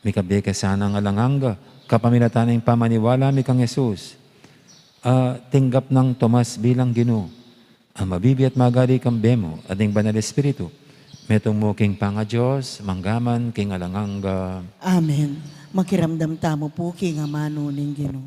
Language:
Pampanga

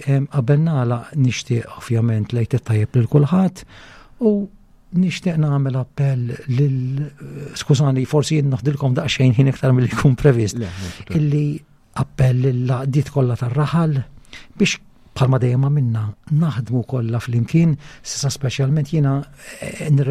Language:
Maltese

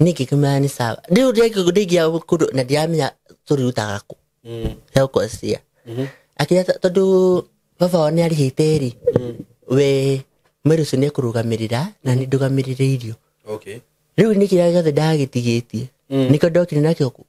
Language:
Kikuyu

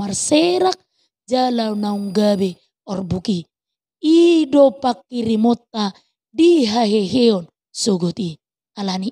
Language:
Batak Toba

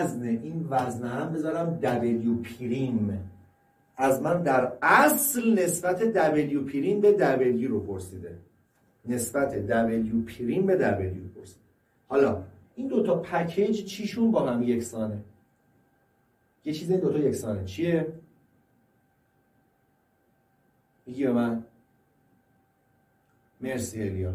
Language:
Persian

